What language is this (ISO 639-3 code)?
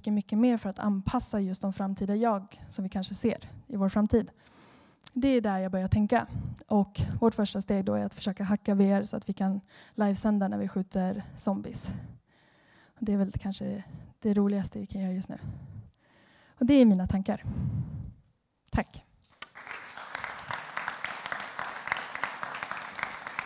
swe